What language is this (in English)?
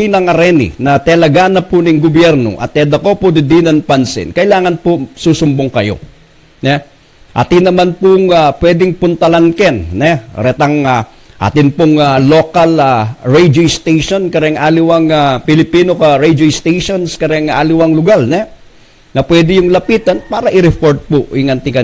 Pampanga